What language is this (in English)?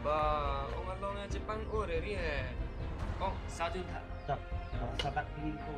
Karbi